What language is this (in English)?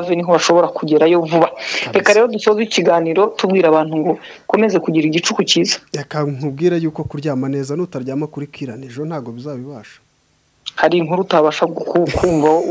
Kinyarwanda